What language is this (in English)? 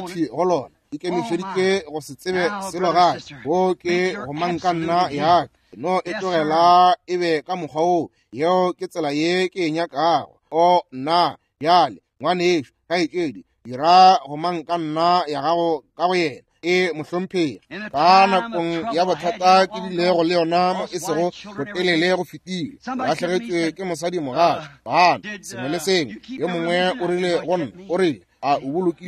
Northern Sotho